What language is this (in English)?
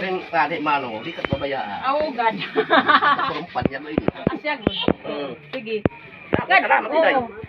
Waray